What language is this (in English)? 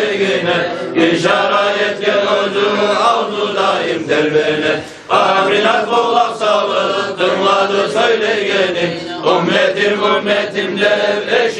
Kumyk